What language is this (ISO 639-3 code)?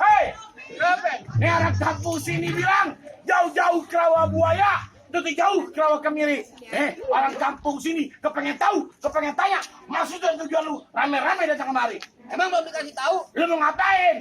bew